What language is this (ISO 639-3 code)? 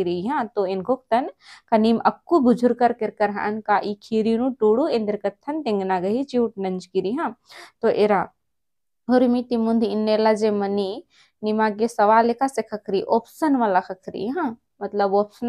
kru